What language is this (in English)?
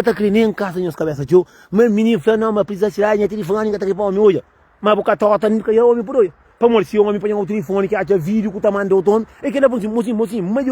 Kabuverdianu